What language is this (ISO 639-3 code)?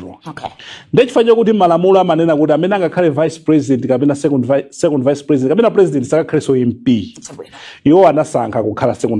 nya